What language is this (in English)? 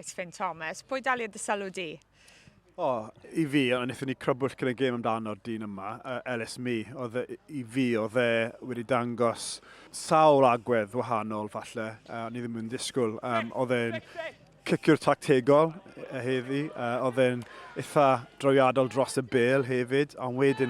Welsh